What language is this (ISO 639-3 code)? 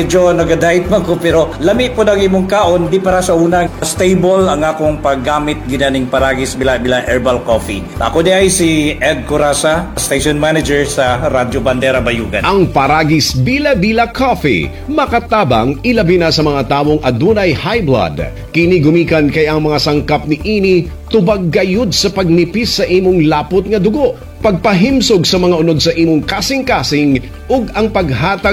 ceb